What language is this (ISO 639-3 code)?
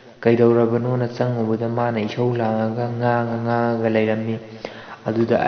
mni